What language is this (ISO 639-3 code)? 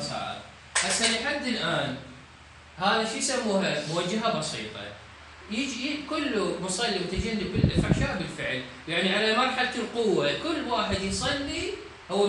acm